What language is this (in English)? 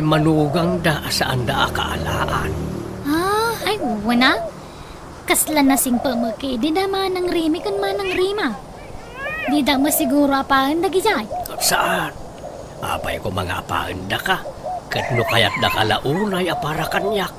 Iloko